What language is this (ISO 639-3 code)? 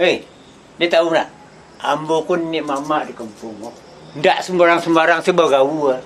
min